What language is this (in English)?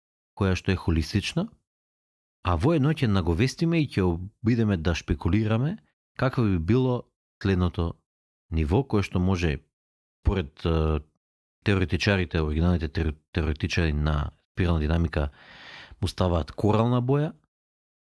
Macedonian